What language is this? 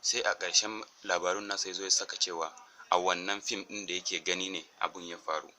Hausa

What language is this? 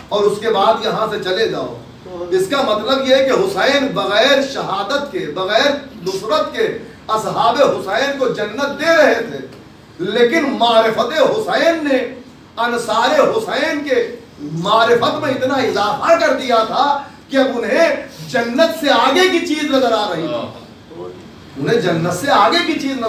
Urdu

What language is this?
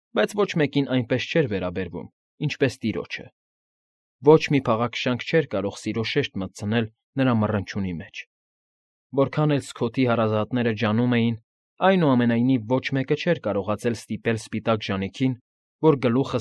Armenian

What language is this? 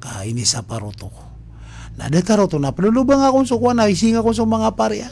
Maranao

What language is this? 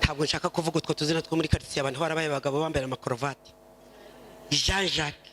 Kinyarwanda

